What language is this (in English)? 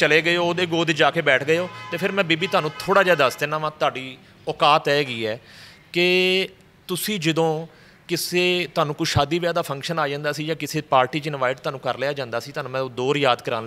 Western Panjabi